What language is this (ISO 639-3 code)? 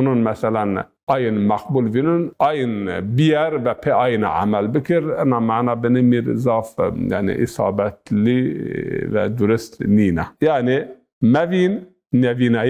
zza